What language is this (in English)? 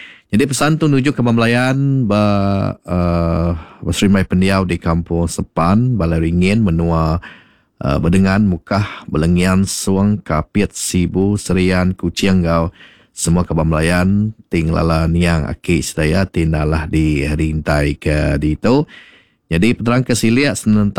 Iban